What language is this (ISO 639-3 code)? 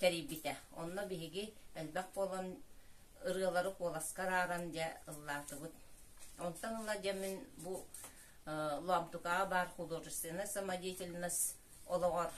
sah